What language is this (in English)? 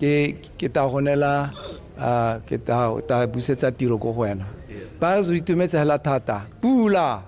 Tswana